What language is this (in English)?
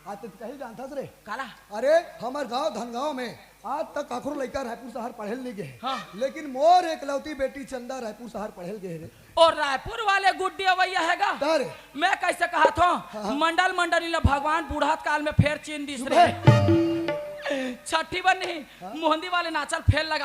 Chhattisgarhi